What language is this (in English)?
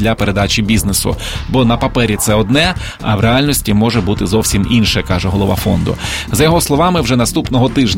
Ukrainian